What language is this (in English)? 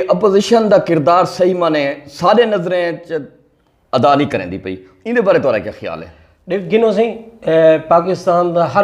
Saraiki